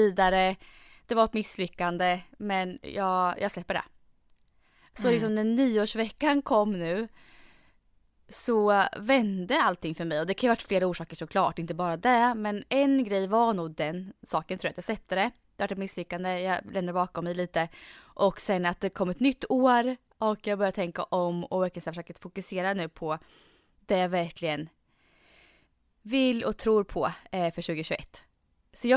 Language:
Swedish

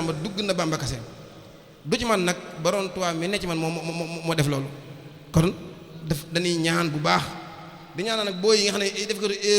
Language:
Wolof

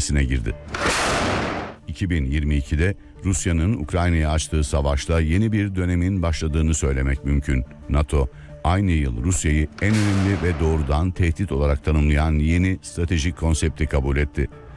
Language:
Turkish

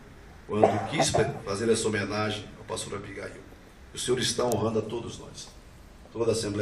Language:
Portuguese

